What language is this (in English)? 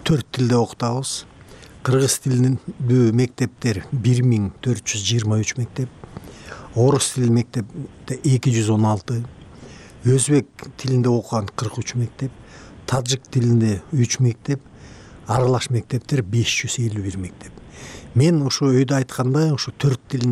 Kyrgyz